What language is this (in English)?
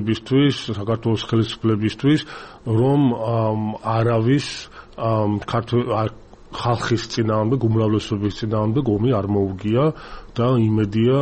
Georgian